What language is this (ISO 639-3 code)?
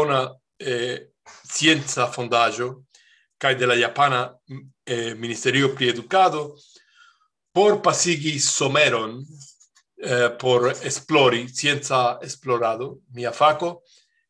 epo